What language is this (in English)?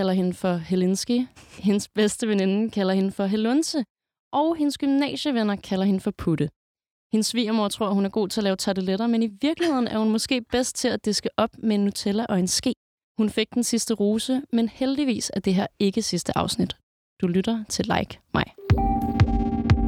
Danish